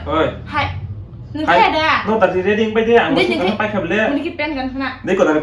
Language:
Kok Borok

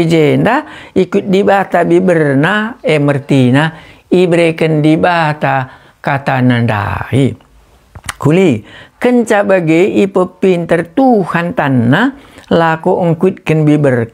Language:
Batak Karo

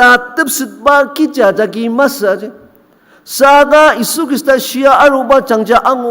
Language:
Ao Naga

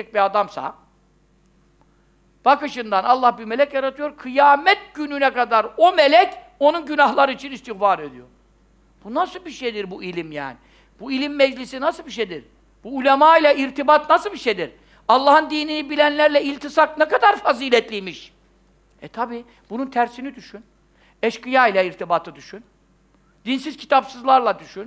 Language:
Turkish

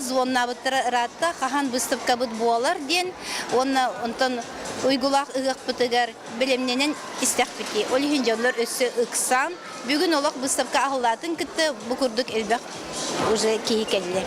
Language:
Yakut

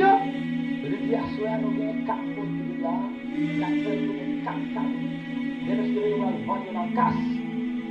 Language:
Haitian Creole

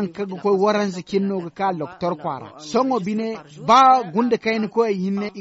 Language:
Zarma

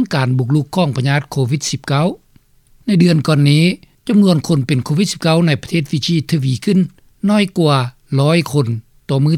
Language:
Lao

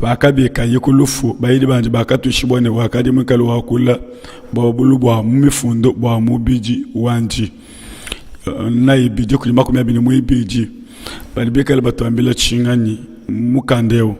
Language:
Luba-Lulua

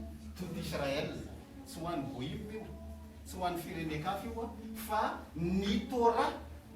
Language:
Malagasy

